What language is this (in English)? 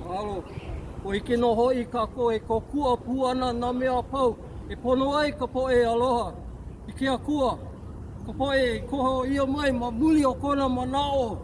Hawaiian